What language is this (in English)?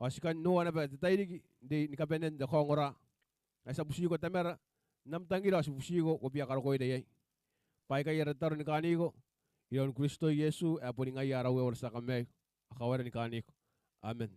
Gilbertese